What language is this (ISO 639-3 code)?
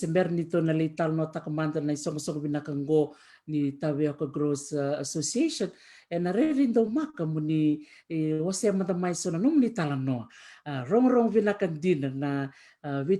fij